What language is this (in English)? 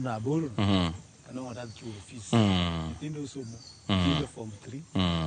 Luo (Kenya and Tanzania)